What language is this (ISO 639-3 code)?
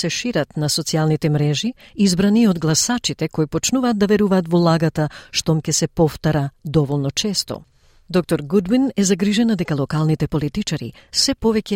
mkd